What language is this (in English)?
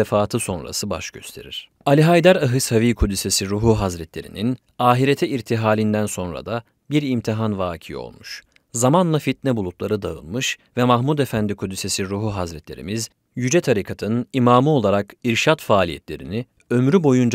Turkish